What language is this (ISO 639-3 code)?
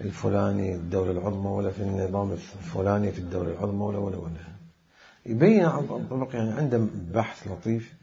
acm